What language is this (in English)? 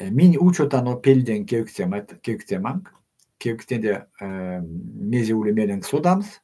Erzya